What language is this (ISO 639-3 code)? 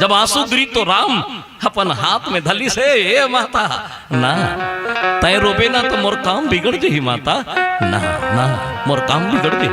hne